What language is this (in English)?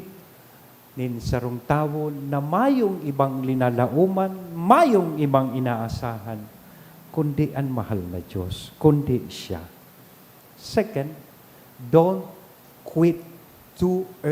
Bikol